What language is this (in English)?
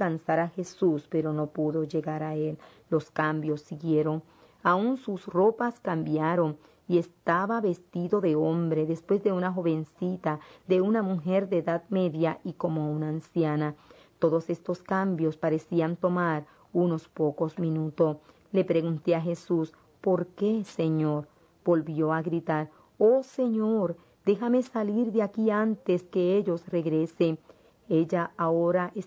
Spanish